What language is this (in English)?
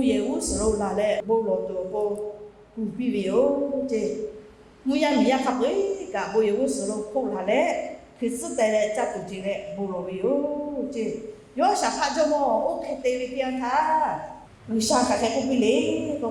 Lahu